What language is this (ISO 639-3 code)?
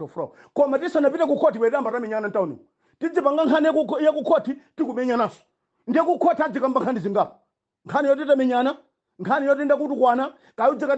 nya